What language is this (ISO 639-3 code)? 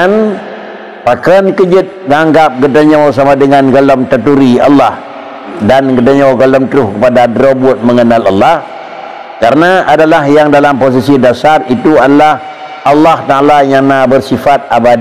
ace